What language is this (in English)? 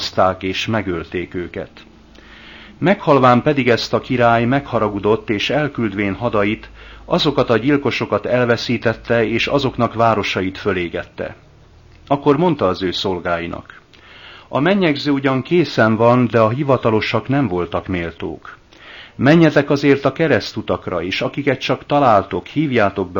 Hungarian